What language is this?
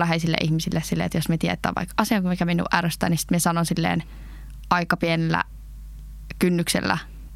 Finnish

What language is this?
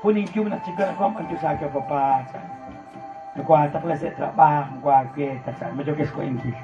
Kekchí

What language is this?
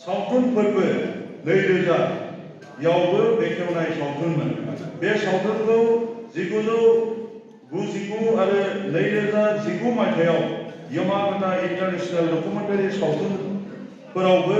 Bodo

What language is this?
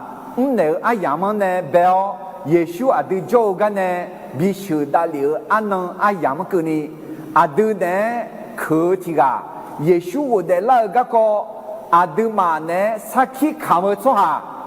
Akha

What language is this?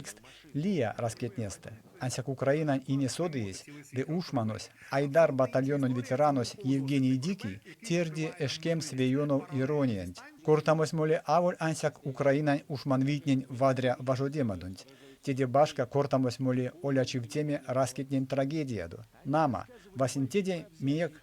Erzya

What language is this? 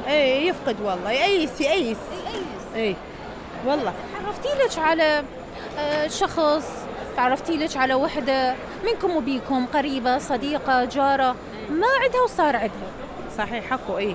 Mesopotamian Arabic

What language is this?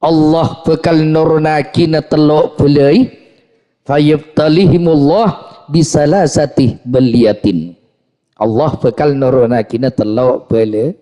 Madurese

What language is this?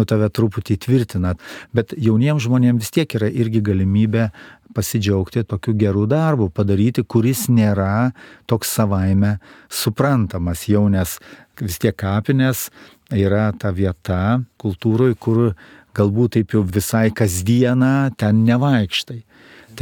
Lithuanian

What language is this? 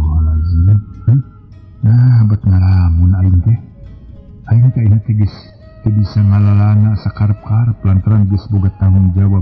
Sundanese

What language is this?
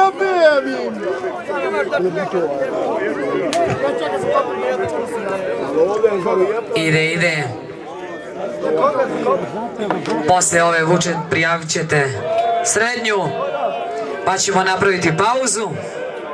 Croatian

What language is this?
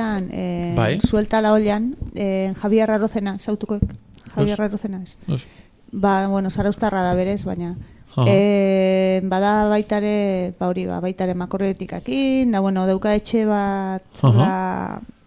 Basque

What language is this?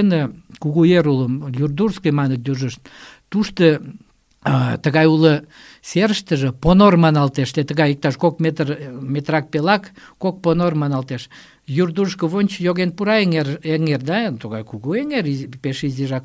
Mari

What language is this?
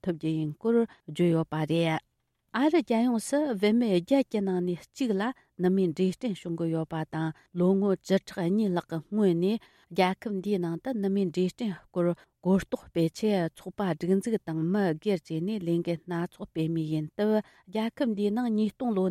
Tibetan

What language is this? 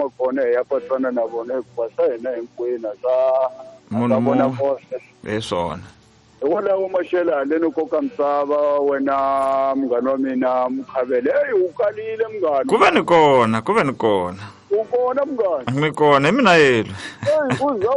Tsonga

